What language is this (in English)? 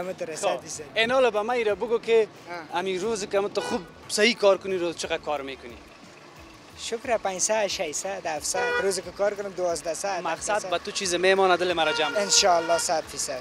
Persian